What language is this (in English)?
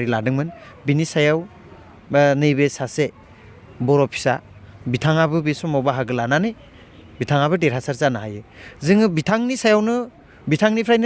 Bodo